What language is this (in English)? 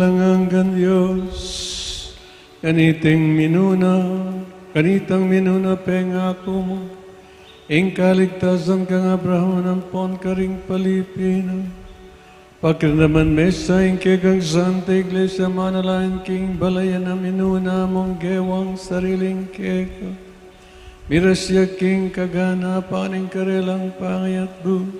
Pampanga